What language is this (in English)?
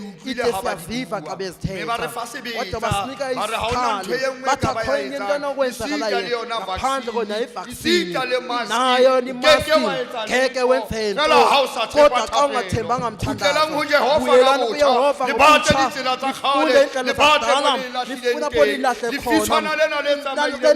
Southern Sotho